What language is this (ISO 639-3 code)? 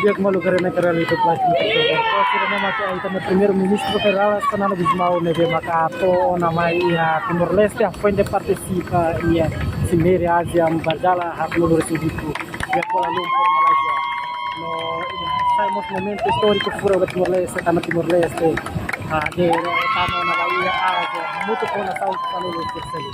tet